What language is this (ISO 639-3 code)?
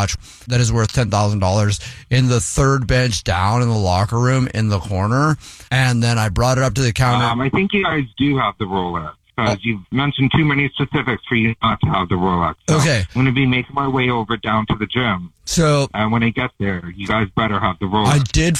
eng